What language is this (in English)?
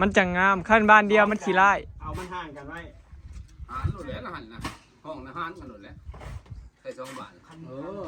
Northeastern Thai